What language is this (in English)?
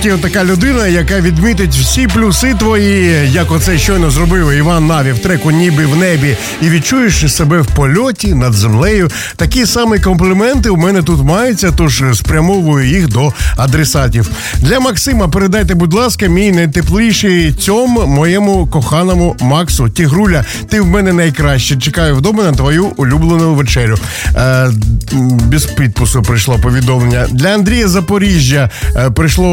Ukrainian